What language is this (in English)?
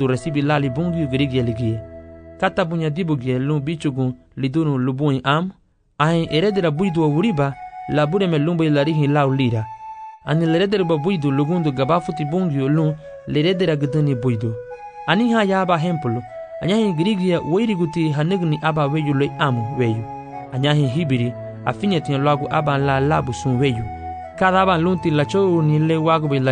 Garifuna